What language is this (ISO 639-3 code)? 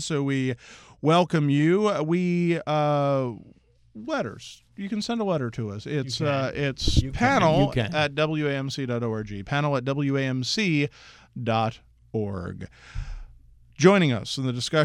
eng